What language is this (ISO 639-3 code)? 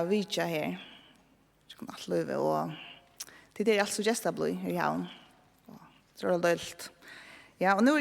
fao